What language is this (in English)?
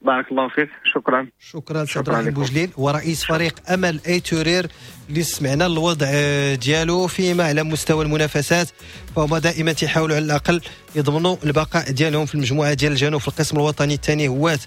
Moroccan Arabic